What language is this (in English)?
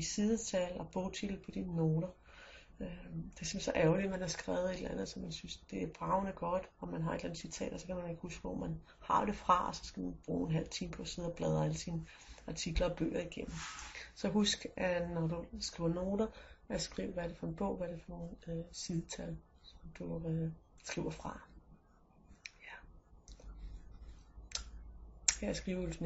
Danish